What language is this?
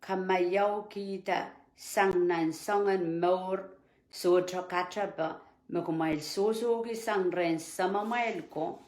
Pohnpeian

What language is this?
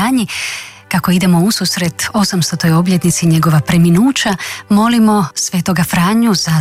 Croatian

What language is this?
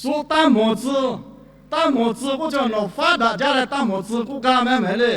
Lahu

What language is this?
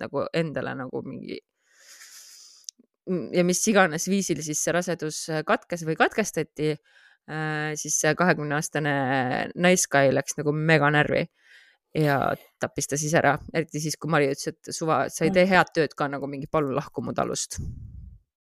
Estonian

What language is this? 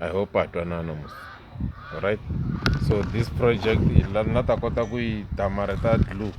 Tsonga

